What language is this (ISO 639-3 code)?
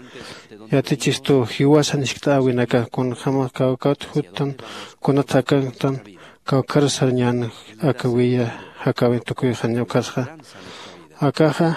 aym